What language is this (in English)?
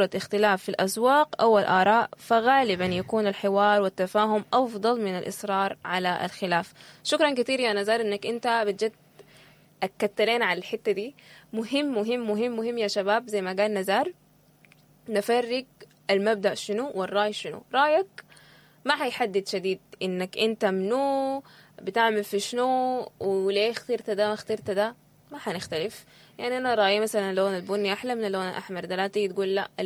Sudanese Arabic